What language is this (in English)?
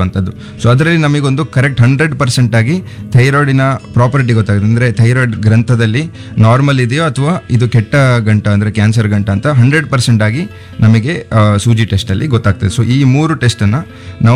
Kannada